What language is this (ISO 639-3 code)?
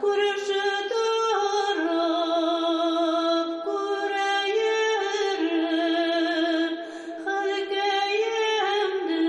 bak